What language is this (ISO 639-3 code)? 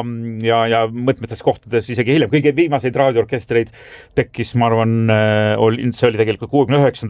est